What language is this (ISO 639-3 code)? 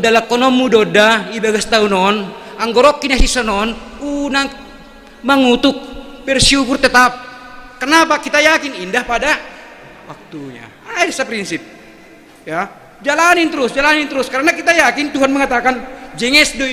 bts